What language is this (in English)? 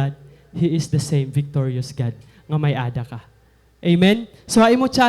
Waray